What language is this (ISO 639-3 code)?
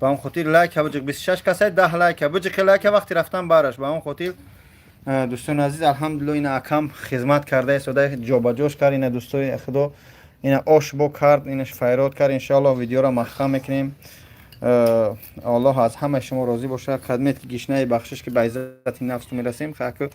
tgk